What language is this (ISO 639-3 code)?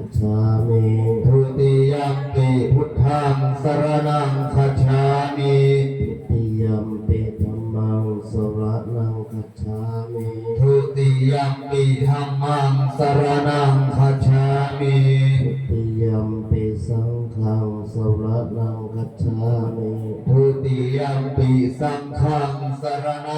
pli